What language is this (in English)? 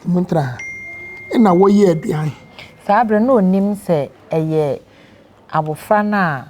Akan